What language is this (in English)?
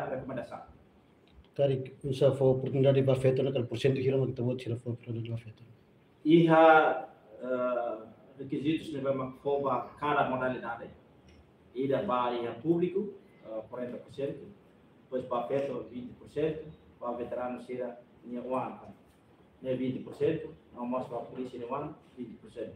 Tetum